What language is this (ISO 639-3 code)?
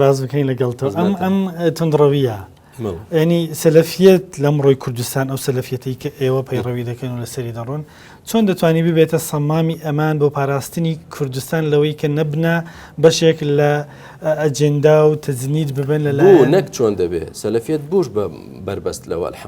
ckb